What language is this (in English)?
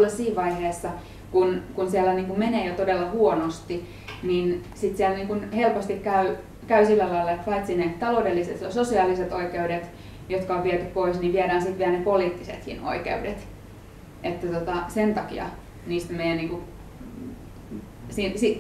Finnish